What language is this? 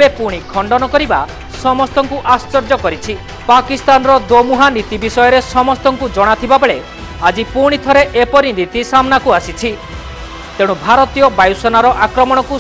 Odia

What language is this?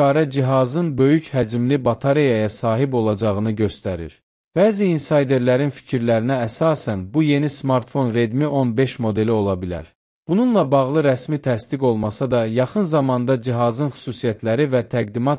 Azerbaijani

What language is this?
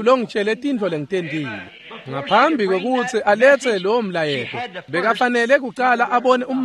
Swati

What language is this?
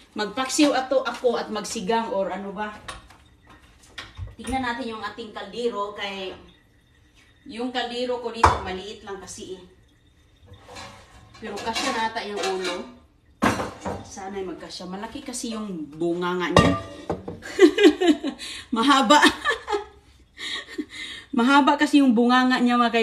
Filipino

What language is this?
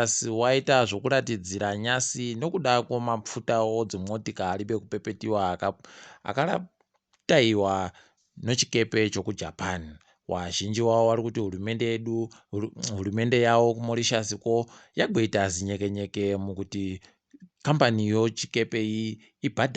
Ndau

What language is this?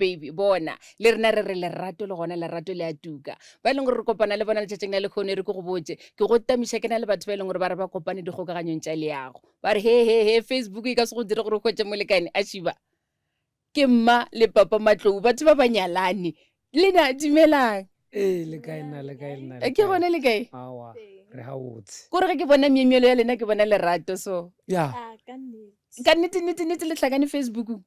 Northern Sotho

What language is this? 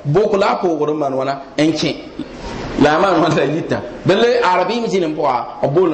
Mossi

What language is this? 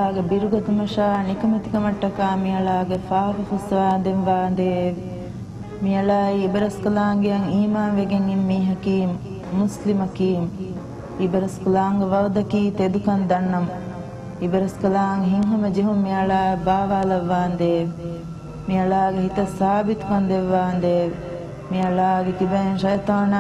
Divehi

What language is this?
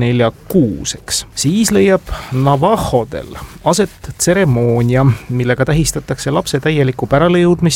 Estonian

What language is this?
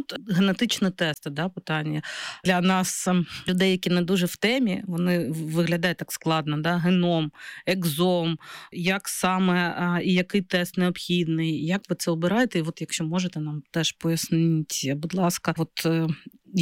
Ukrainian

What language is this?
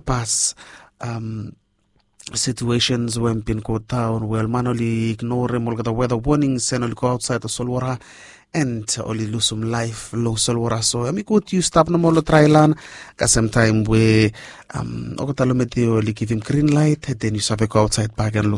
Bislama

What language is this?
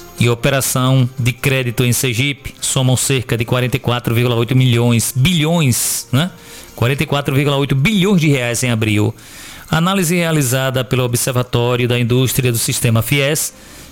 Portuguese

